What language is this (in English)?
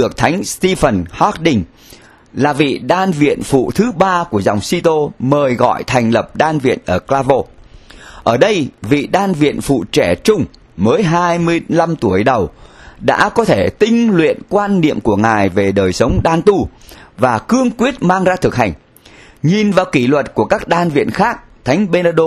Vietnamese